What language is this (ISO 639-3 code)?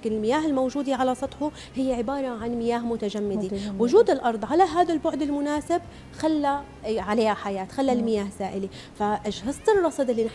apc